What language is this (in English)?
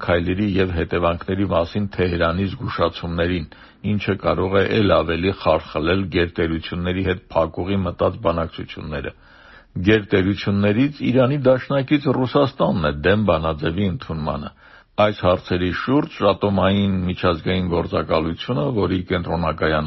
Armenian